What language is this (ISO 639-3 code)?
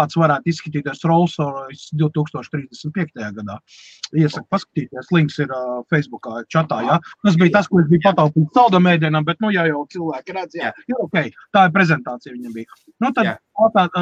lav